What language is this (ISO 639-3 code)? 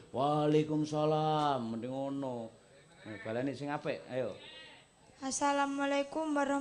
jav